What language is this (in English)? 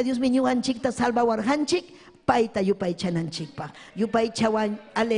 Ayacucho Quechua